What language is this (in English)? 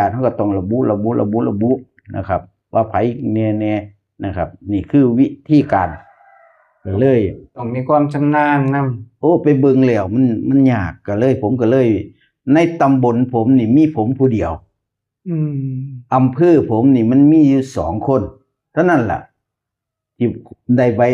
Northeastern Thai